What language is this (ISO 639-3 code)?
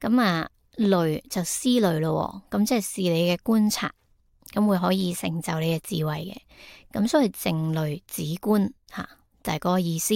yue